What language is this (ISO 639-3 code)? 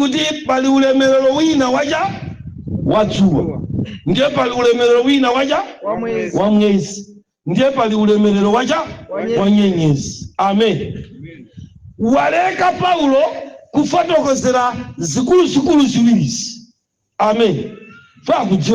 nya